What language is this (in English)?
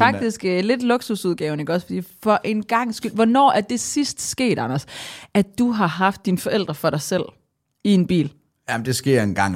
Danish